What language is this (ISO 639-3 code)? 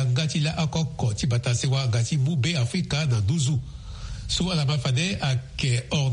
sag